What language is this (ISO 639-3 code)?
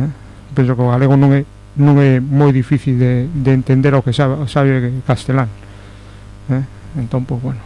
glg